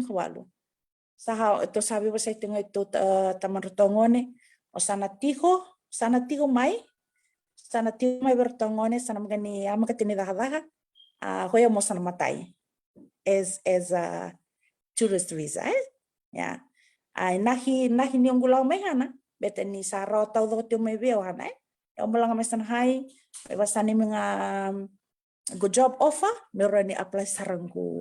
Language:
Fijian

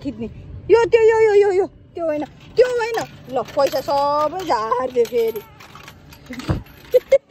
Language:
Nepali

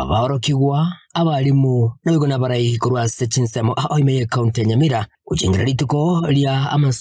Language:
Gusii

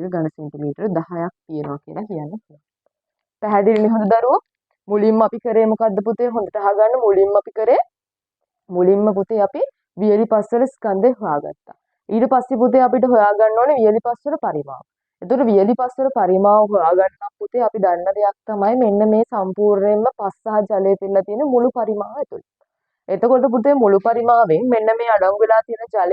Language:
Sinhala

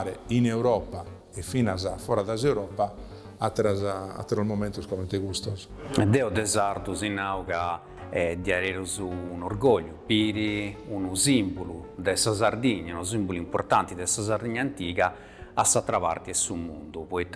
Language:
Sardinian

